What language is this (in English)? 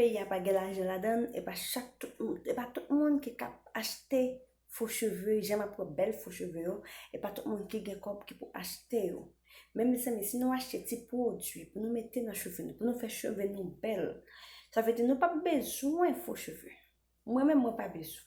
Haitian Creole